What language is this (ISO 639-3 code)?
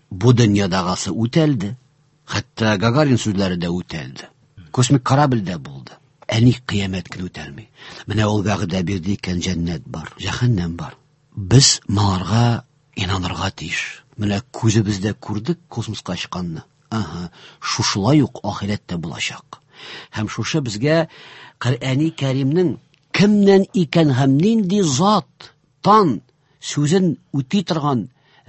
tat